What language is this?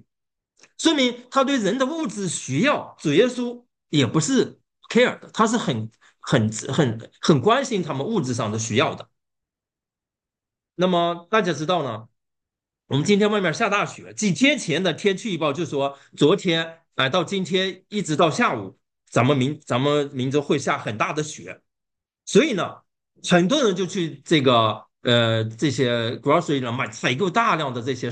Chinese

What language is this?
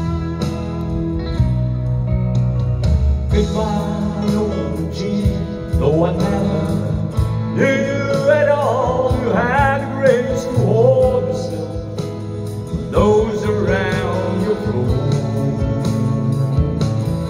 English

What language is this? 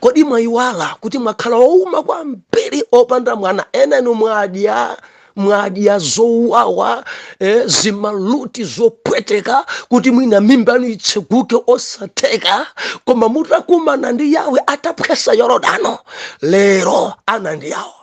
Nyanja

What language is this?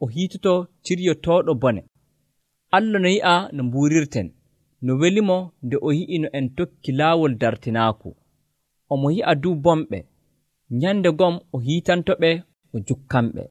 Nigerian Fulfulde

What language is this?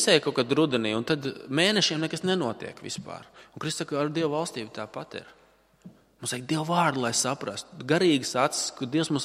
Latvian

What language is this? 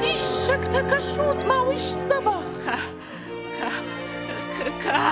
Ossetic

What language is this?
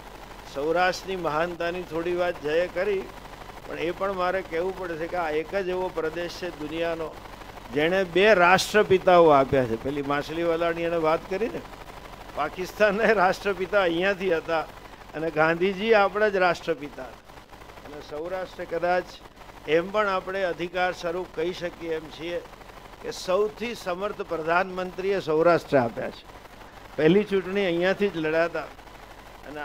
Gujarati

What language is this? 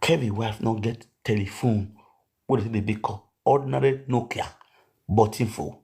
Nigerian Pidgin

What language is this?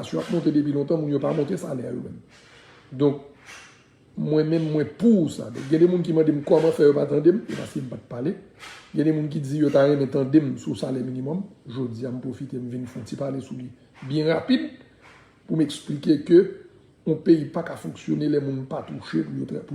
Haitian Creole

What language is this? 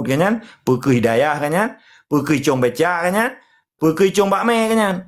Achinese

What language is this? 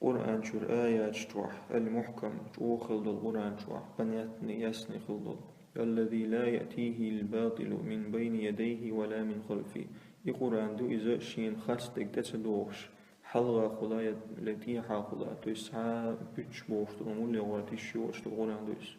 Chechen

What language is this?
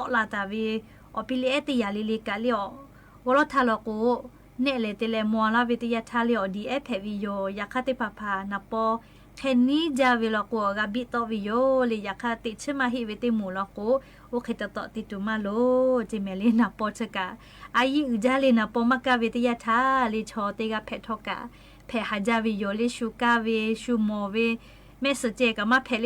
Lahu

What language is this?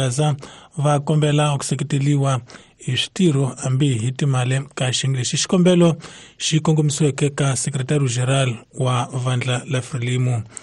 Tsonga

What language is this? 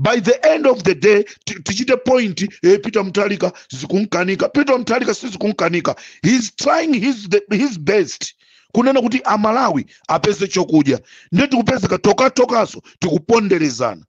Nyanja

